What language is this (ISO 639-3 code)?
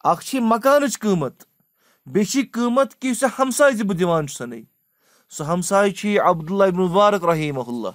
kas